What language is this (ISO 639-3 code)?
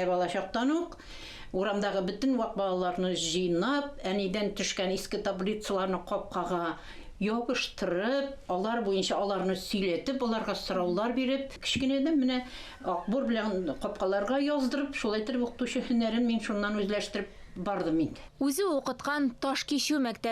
tat